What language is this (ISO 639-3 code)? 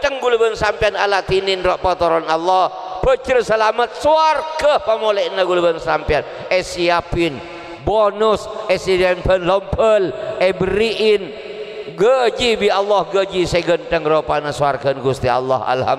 mad